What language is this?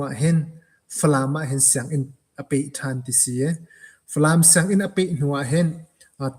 Hakha Chin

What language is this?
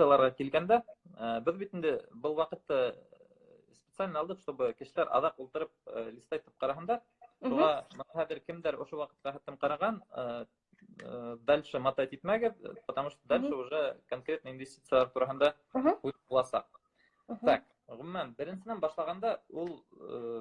Bashkir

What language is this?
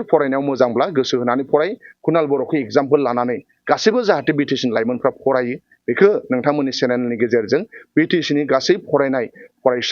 Bodo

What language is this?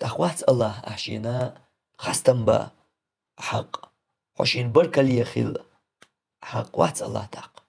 Chechen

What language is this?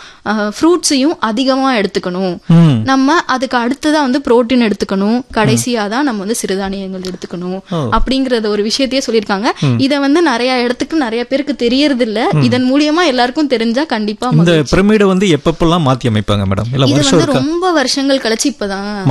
Tamil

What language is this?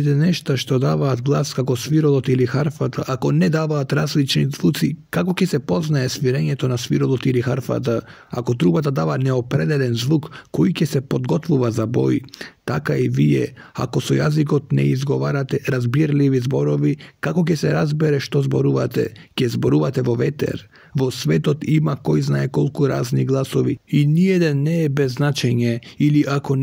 Macedonian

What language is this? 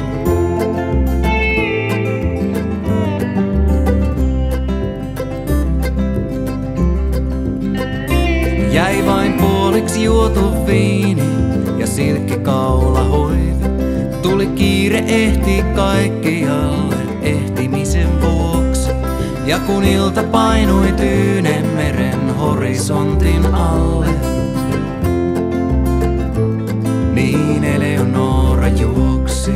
Finnish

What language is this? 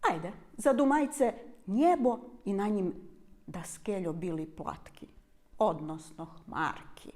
Rusyn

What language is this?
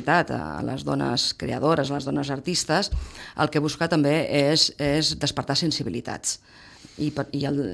Catalan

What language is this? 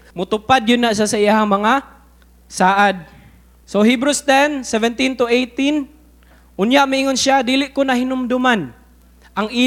Cebuano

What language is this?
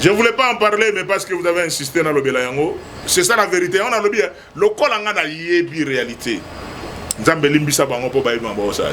Lingala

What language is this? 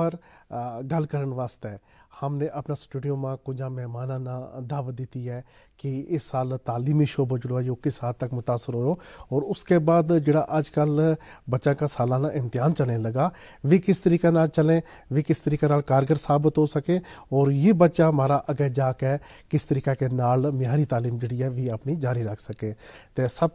Gujari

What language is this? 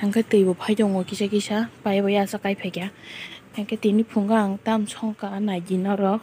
Kok Borok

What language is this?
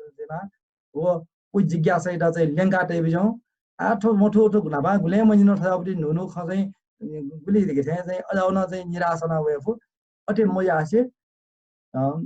Newari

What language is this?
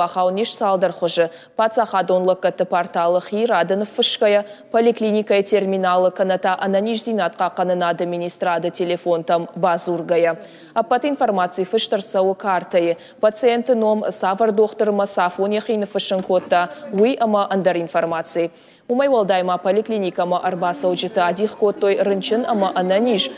Ossetic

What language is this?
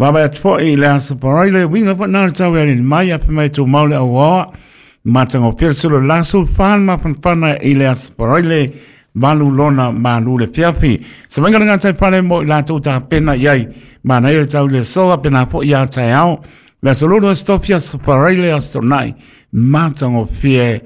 Samoan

